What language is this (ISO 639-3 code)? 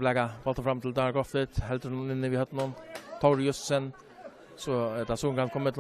fao